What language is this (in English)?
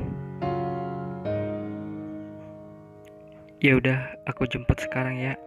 Indonesian